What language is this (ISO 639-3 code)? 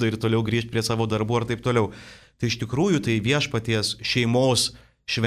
lit